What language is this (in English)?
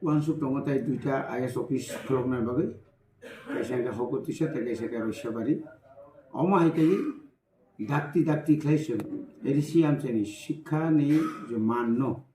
Kok Borok